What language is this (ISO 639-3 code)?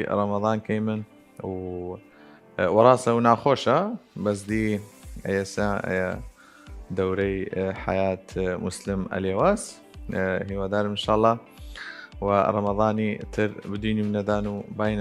sdh